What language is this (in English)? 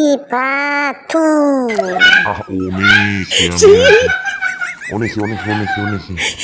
Nias